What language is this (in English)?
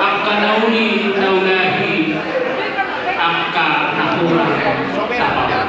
Batak Toba